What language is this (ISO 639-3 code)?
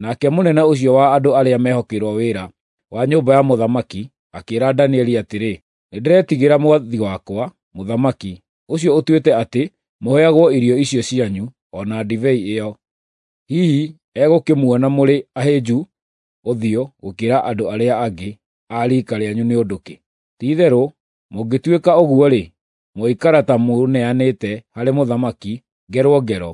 kik